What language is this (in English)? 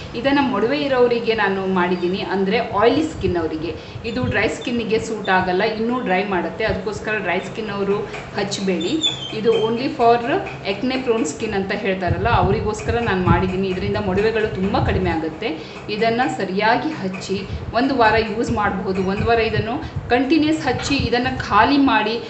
Kannada